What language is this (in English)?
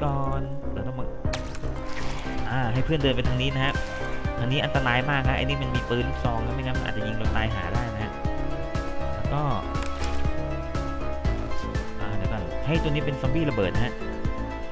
Thai